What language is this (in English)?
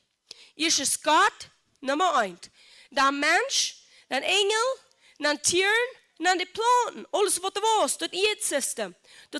Plautdietsch